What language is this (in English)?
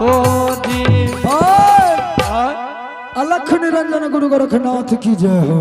Angika